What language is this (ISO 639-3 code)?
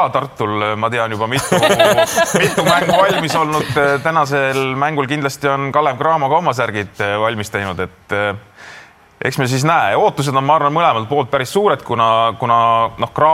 est